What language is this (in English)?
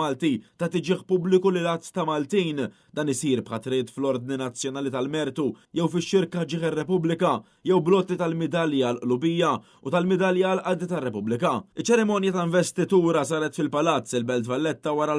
Maltese